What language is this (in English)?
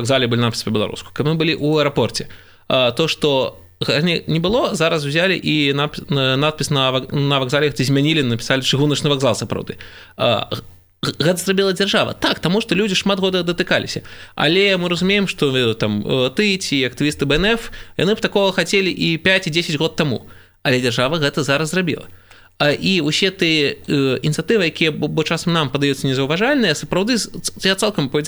Belarusian